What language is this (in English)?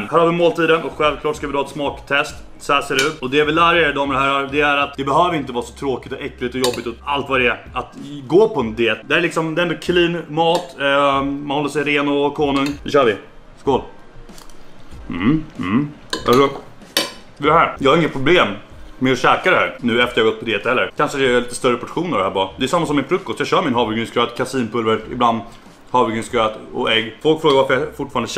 Swedish